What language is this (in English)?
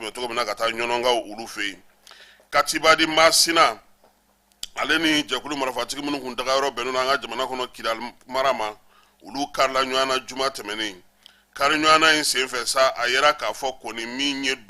Bambara